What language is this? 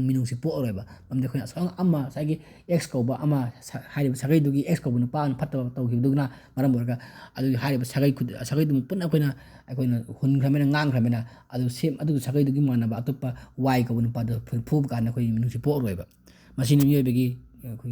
Manipuri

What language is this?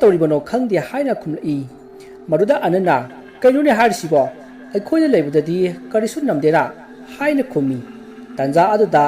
Manipuri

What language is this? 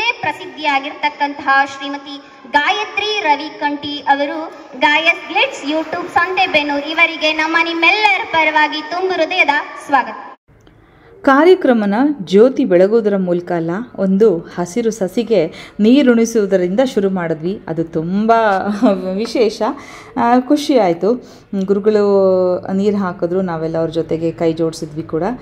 Kannada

